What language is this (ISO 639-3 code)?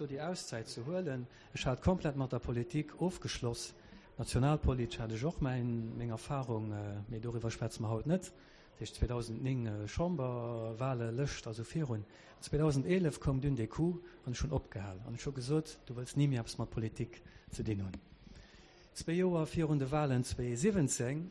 ltz